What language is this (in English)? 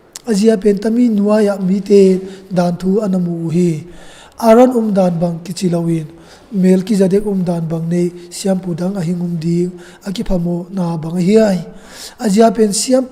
Tedim Chin